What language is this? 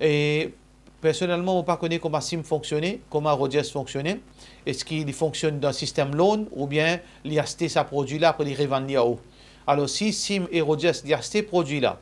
Morisyen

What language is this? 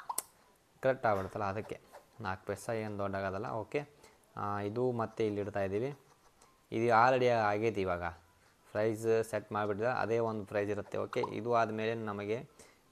Kannada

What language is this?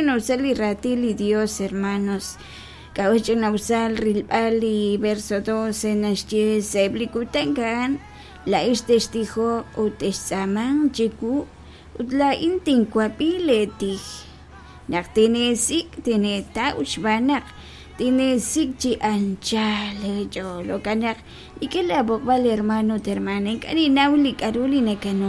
Kekchí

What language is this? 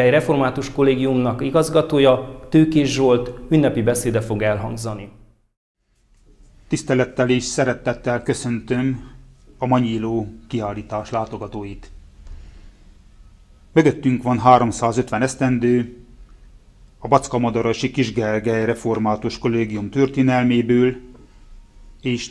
Hungarian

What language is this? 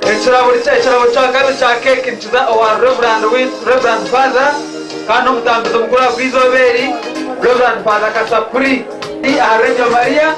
Nyankole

